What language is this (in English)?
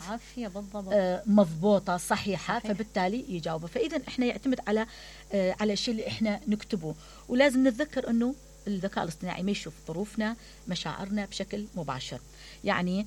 Mesopotamian Arabic